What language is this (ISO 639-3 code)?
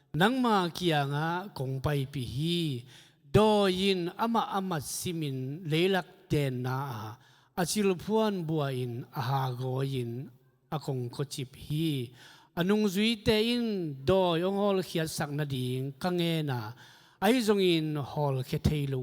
ctd